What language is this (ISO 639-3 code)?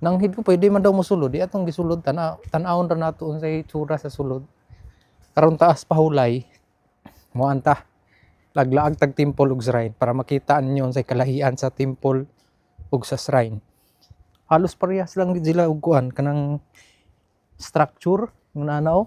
ceb